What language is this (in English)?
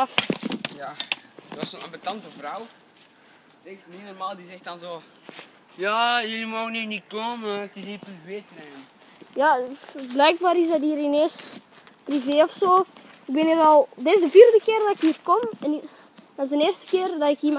Dutch